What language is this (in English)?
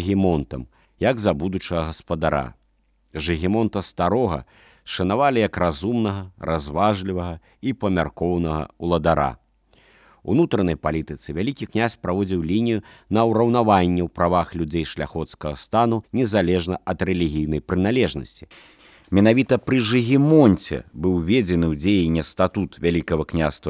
Belarusian